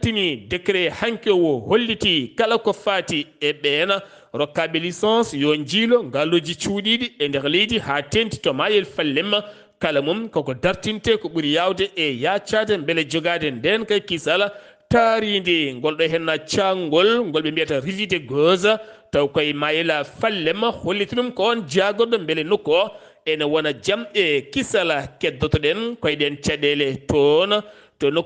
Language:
Fula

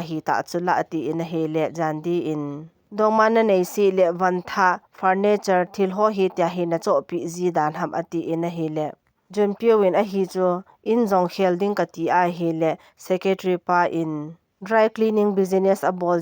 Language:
Thado Chin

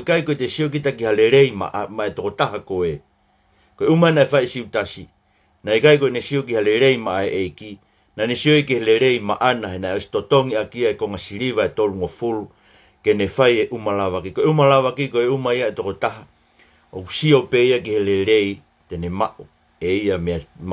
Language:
Tongan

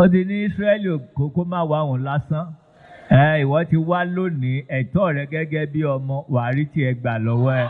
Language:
Yoruba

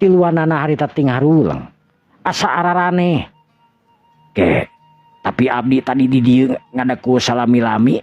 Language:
Sundanese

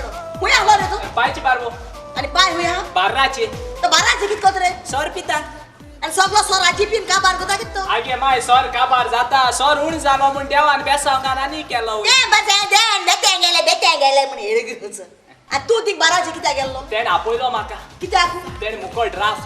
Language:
Konkani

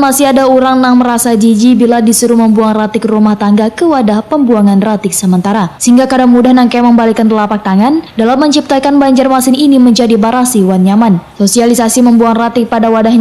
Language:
Banjar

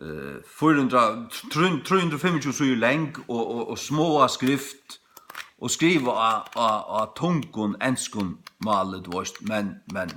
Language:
Faroese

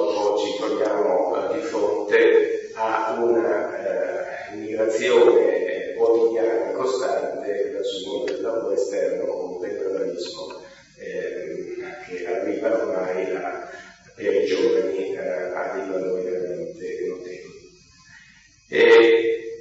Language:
Italian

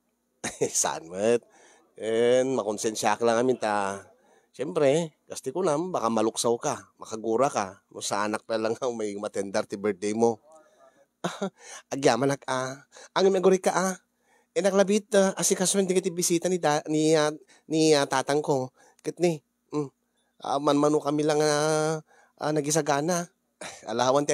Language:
Iloko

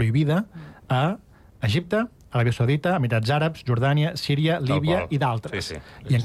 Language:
Catalan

